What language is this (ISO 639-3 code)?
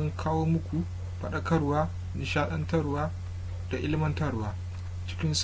hau